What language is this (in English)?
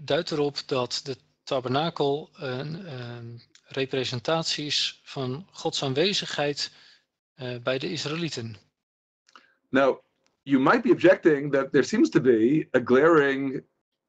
Dutch